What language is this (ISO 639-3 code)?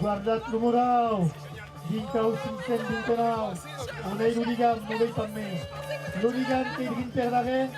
oci